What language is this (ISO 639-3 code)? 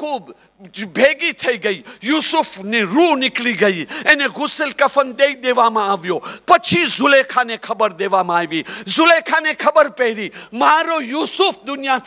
guj